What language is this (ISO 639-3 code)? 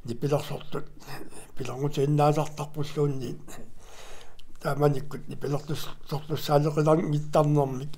kal